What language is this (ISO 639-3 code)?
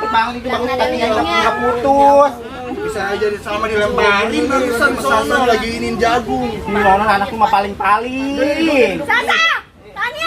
bew